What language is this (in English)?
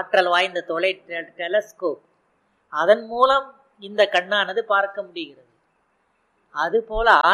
Tamil